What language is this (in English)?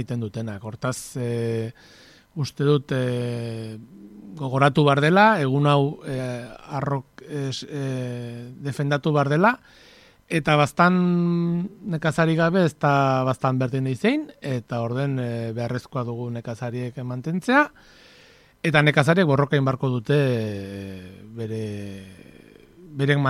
Basque